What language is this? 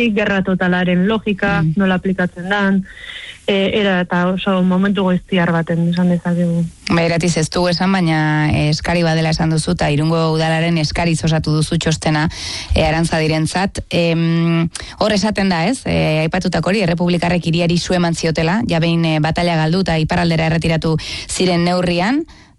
Basque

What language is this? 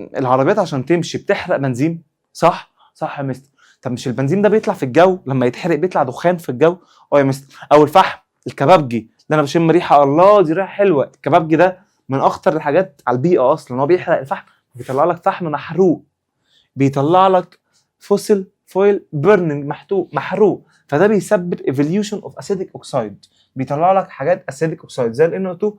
Egyptian Arabic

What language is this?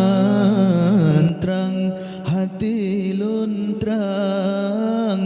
Achinese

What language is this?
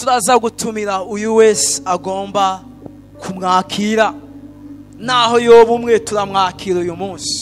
Rundi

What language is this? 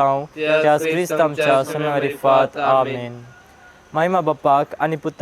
Konkani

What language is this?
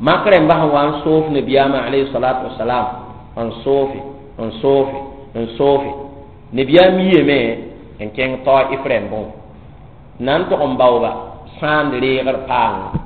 Mossi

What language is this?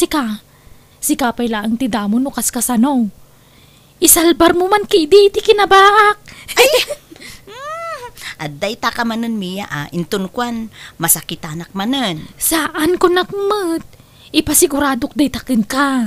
Iloko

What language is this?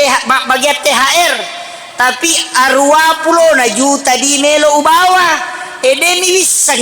Buginese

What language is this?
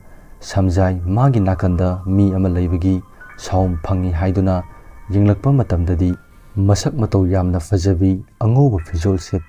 Manipuri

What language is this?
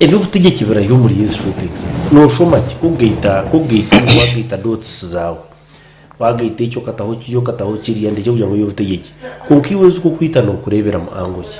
Nyankole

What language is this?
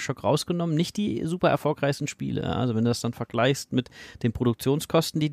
German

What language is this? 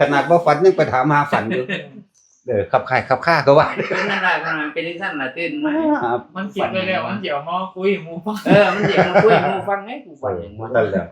Northeastern Thai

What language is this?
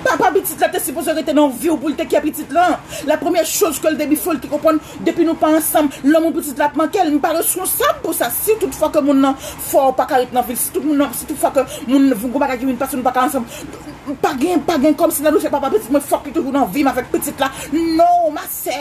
Haitian Creole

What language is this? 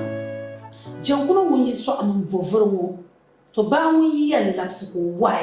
Dagbani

